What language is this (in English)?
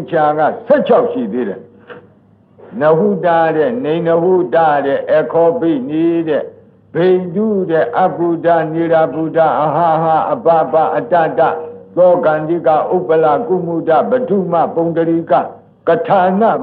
Burmese